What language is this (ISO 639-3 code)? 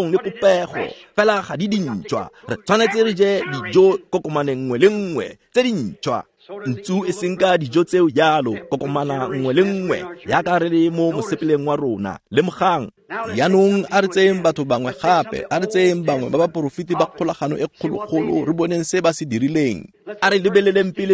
tsn